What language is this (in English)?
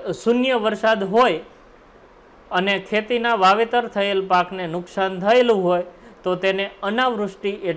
Gujarati